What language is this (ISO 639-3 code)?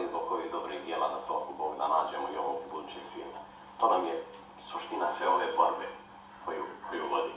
bos